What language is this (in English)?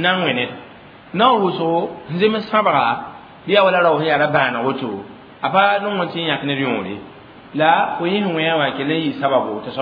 Mossi